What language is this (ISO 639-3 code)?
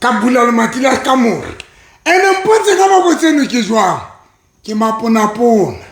sot